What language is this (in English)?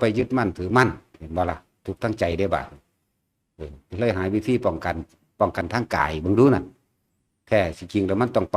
Northeastern Thai